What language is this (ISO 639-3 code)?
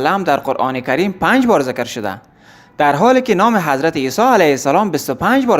tgk